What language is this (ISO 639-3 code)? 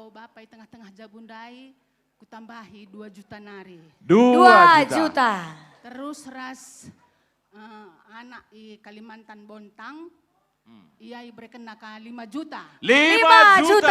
btx